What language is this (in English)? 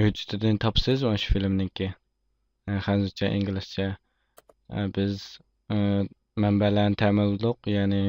Uyghur